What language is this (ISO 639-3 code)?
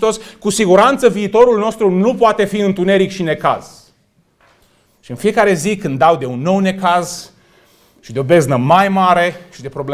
ron